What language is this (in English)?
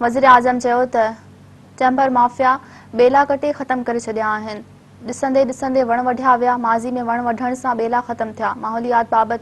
Sindhi